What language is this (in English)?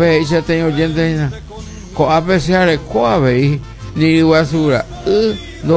Guarani